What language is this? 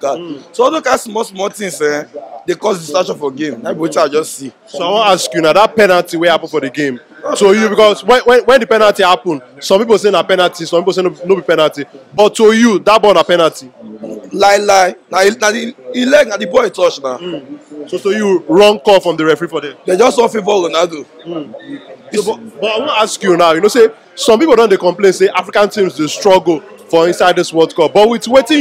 Nigerian Pidgin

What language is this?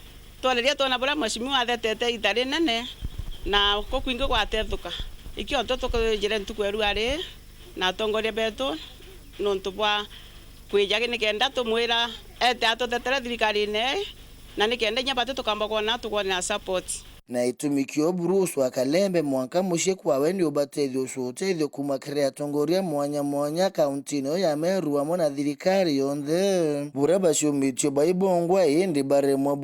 Meru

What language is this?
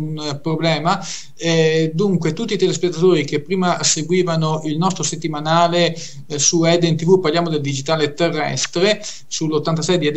Italian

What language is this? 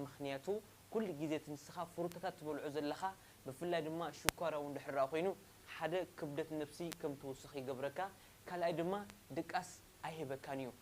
Tigrinya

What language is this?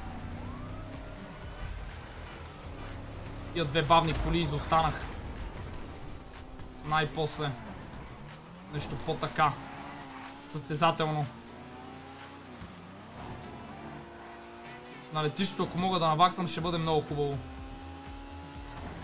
Bulgarian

